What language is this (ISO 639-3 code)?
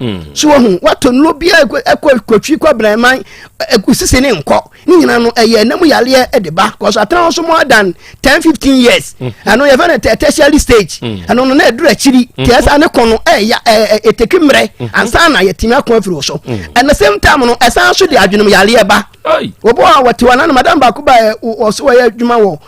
aka